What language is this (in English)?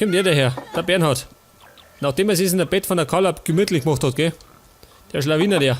Bavarian